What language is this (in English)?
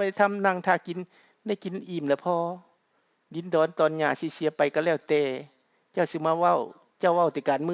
Lao